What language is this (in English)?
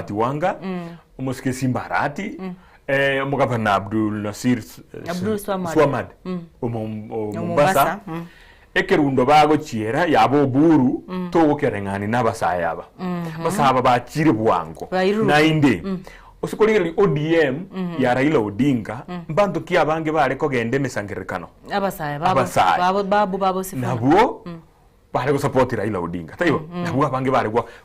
Gusii